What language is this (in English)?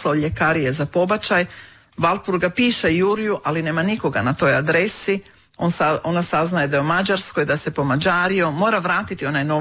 Croatian